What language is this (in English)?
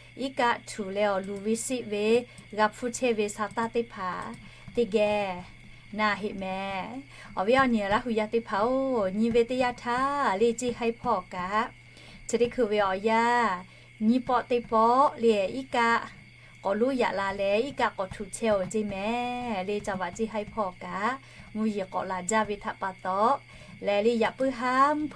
Lahu